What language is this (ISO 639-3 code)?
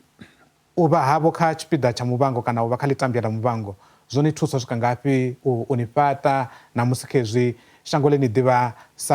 ven